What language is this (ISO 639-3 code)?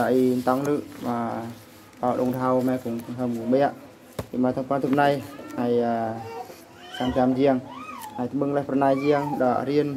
bru